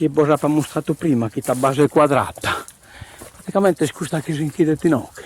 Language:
Sardinian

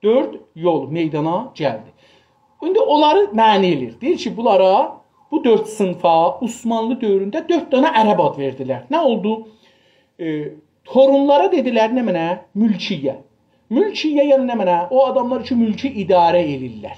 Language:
South Azerbaijani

